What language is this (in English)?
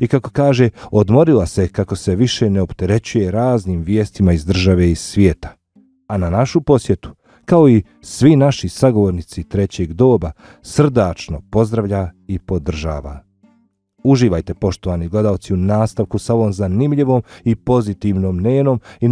Bosnian